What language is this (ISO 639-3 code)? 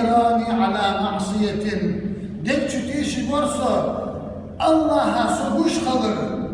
che